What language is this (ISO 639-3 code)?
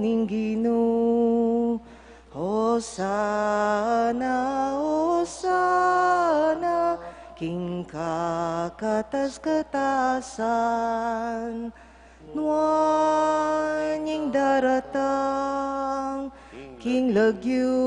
pam